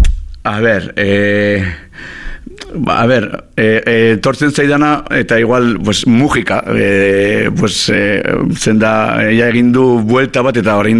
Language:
Basque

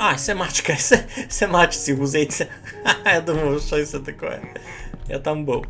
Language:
Rusyn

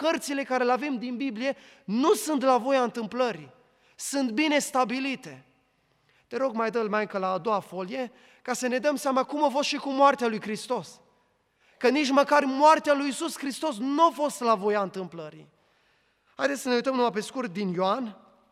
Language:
Romanian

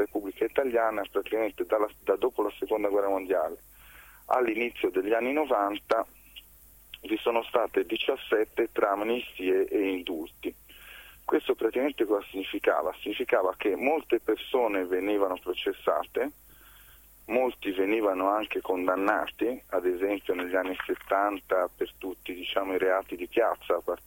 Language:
Italian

